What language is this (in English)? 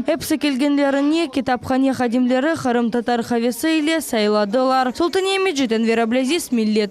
Crimean Tatar